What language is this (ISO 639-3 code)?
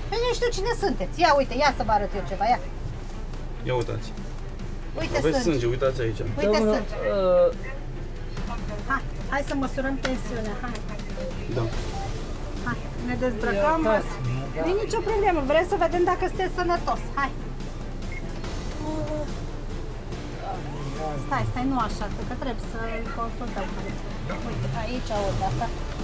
ron